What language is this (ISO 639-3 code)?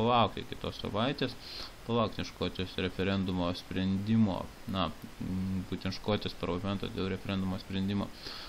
lit